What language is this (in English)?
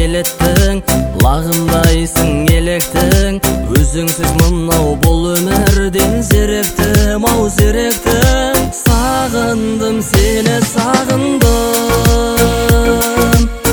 Kazakh